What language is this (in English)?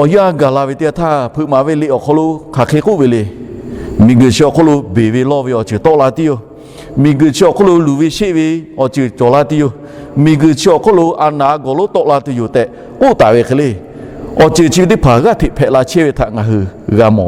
Lahu